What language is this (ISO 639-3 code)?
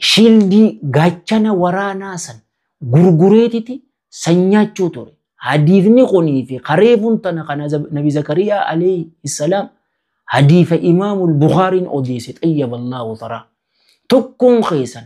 orm